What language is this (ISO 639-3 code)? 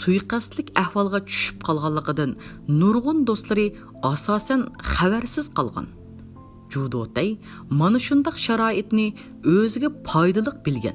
uig